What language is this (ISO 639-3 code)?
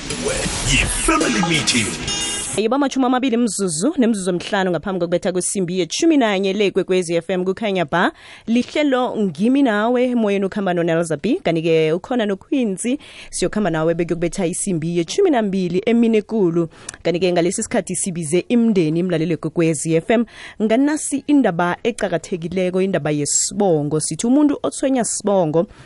nbl